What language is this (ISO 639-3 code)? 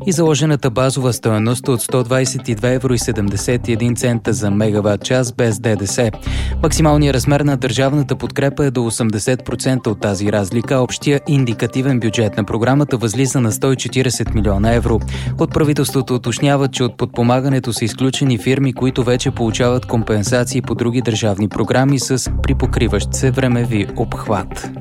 bul